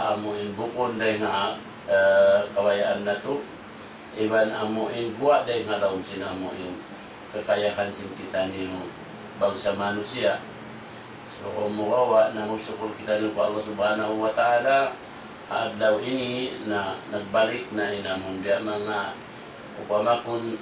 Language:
Tausug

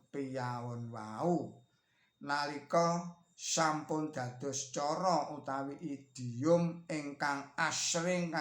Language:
Javanese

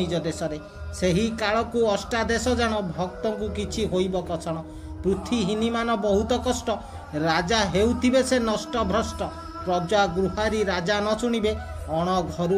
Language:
Odia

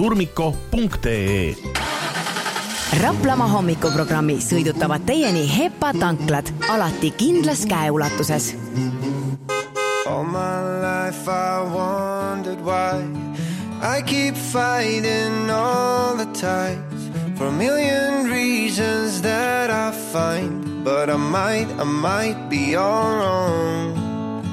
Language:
Estonian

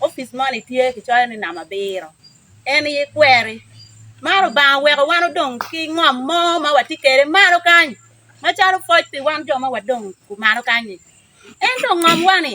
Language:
Acoli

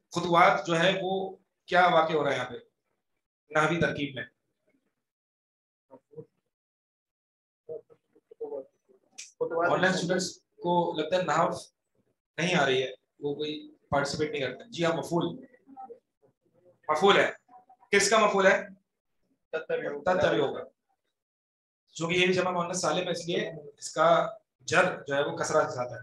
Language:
Urdu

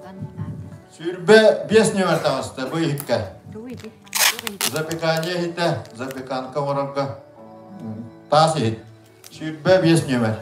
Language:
Yakut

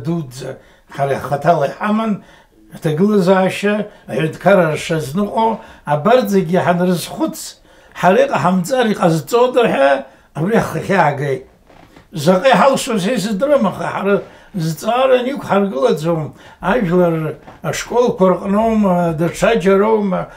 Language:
Abkhazian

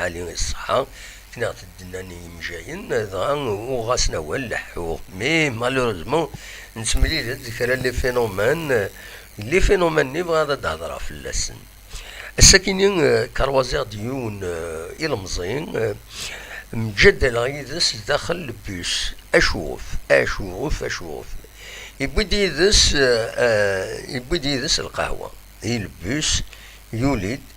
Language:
Kabyle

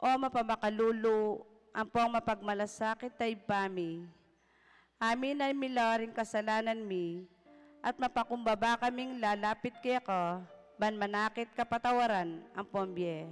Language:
Pampanga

